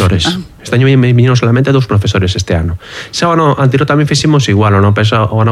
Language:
Galician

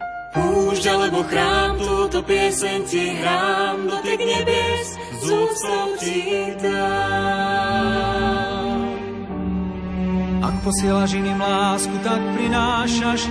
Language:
Slovak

